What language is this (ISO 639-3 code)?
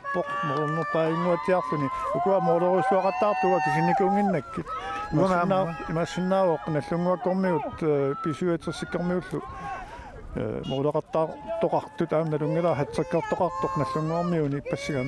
kal